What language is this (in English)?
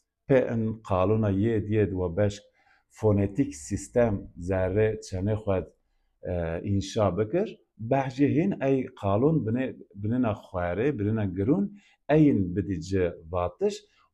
Zaza